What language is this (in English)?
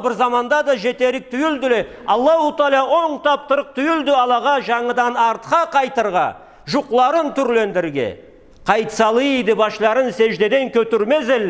Karachay-Balkar